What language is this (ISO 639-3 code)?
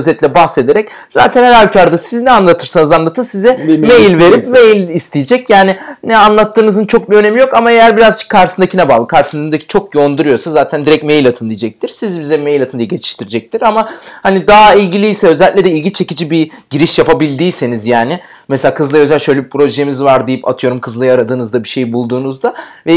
tur